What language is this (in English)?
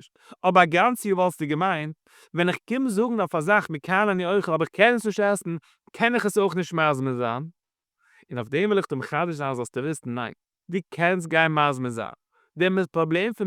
Yiddish